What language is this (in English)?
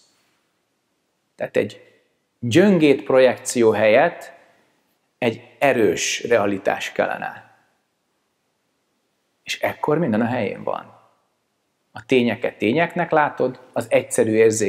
Hungarian